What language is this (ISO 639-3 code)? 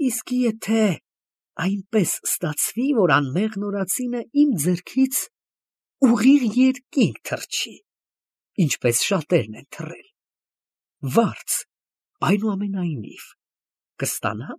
hye